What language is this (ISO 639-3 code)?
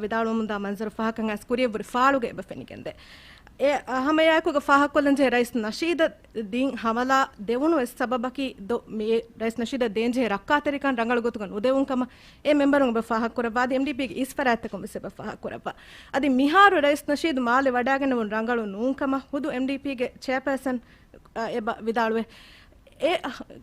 div